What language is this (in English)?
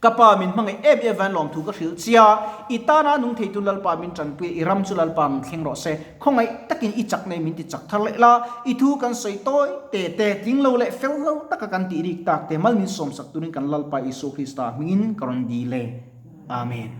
Mizo